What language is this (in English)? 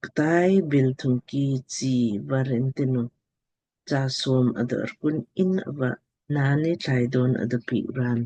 Lamkang